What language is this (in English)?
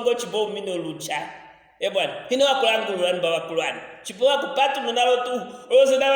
Luvale